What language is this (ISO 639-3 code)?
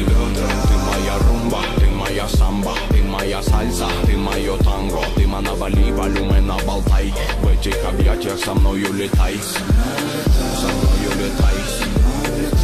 rus